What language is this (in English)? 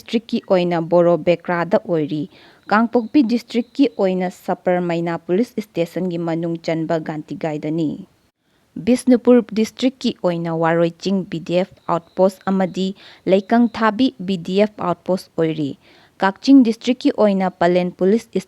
Manipuri